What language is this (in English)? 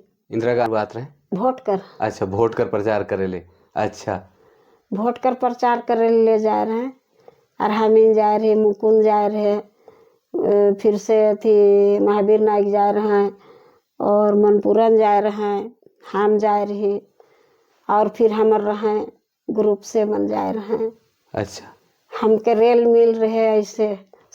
Sadri